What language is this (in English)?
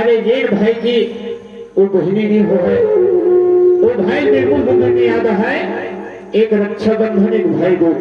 Chhattisgarhi